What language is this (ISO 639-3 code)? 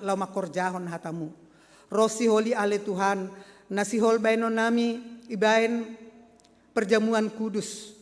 bts